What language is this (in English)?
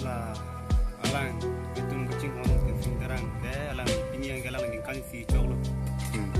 Karbi